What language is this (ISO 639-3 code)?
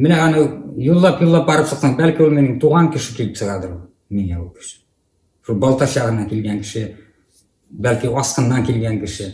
bak